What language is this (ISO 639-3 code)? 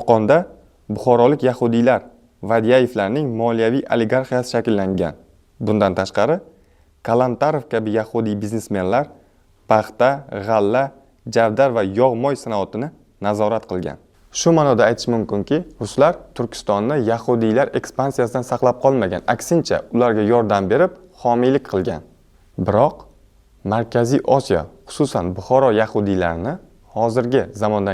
uzb